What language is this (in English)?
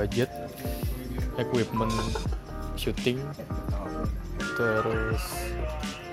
Indonesian